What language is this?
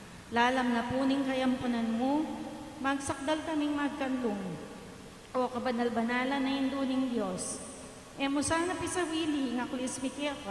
Pampanga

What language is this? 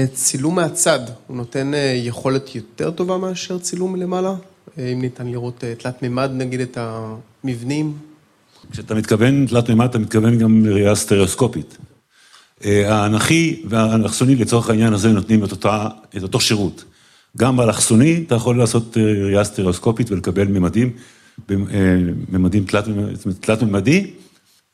Hebrew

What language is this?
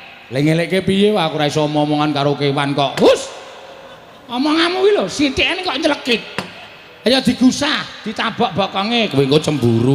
Javanese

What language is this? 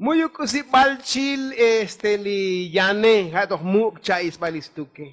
Tzotzil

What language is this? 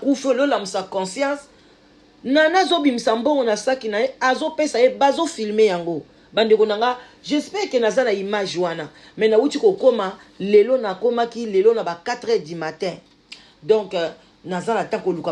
Lingala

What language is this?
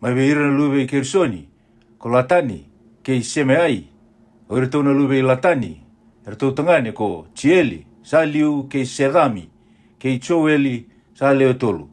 Fijian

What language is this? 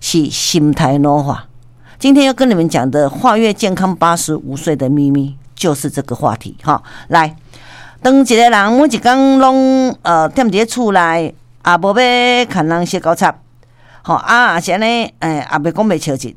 Min Nan Chinese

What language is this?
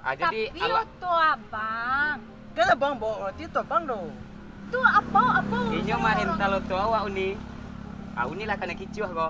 Minangkabau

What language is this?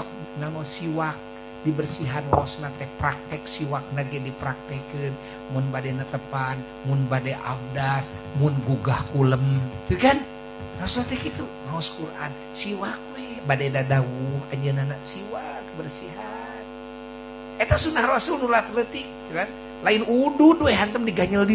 Sundanese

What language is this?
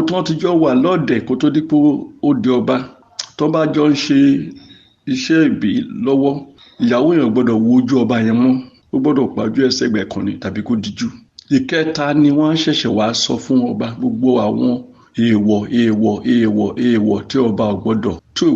Yoruba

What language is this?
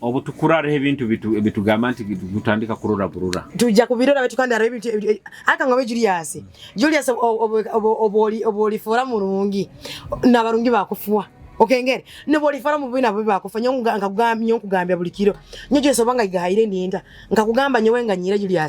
Nyoro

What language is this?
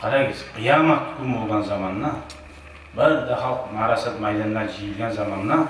Kumyk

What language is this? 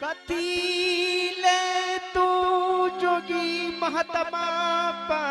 Angika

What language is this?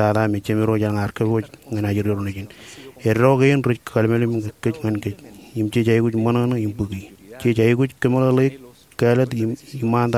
Marshallese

